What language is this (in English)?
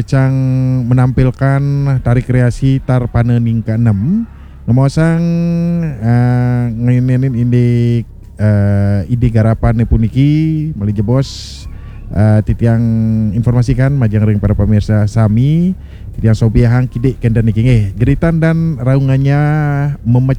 Balinese